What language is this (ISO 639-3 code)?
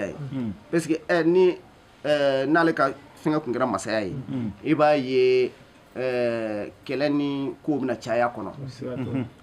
bam